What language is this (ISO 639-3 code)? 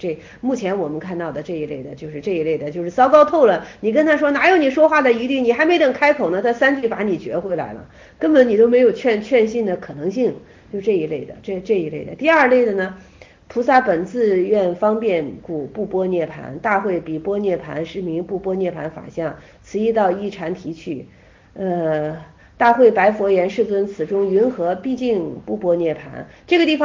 zho